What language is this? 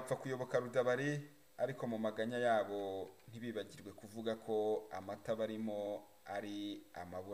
Kinyarwanda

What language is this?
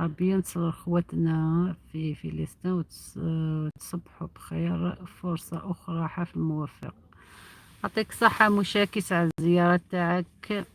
Algerian Arabic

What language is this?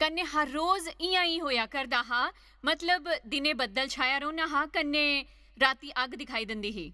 Dogri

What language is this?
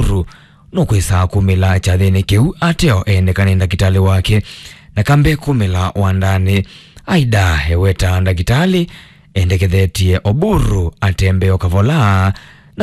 Kamba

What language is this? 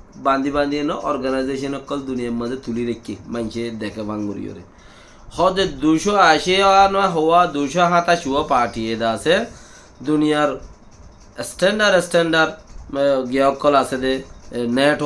Rohingya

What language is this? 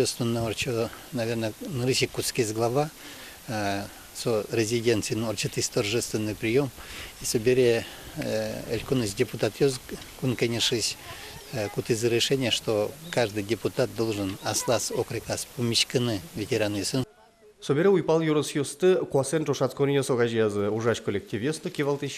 Udmurt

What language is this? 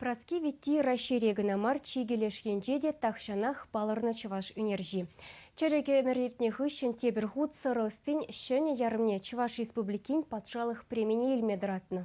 Chuvash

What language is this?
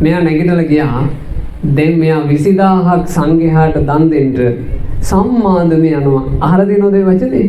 Sinhala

